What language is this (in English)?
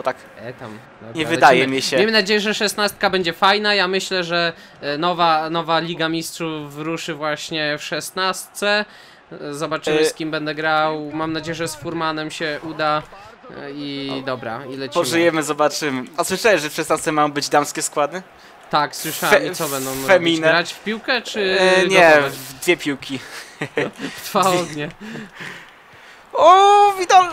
Polish